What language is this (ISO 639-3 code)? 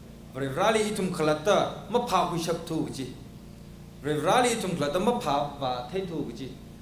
nmf